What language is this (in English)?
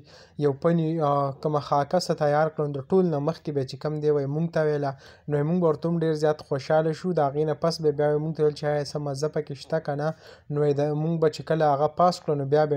Pashto